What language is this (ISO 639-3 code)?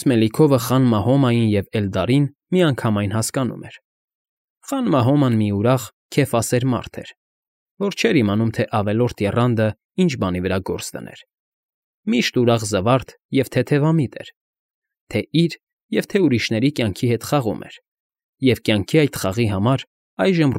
hye